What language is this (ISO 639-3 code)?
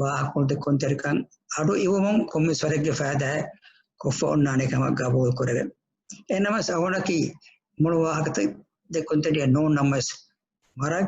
div